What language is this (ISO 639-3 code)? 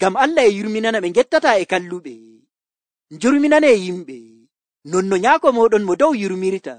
fuv